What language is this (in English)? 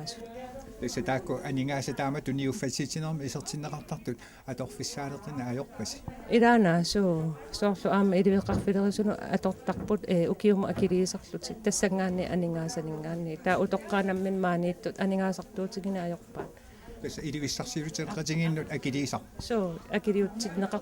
Kalaallisut